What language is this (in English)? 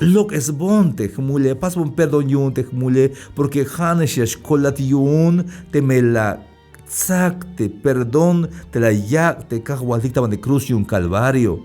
Tzeltal